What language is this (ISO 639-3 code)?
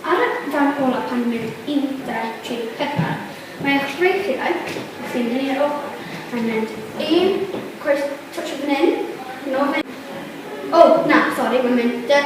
cym